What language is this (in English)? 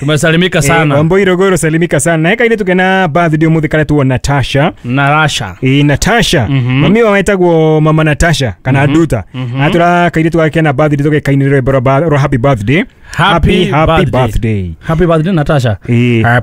Kikuyu